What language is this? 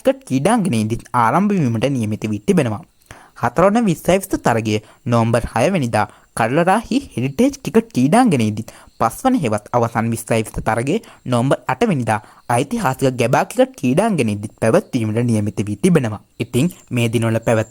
Sinhala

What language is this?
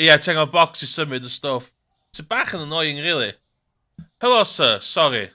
Welsh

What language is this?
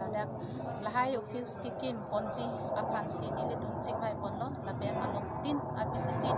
Karbi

